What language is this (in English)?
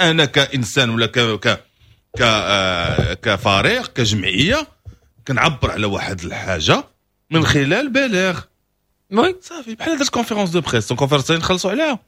Moroccan Arabic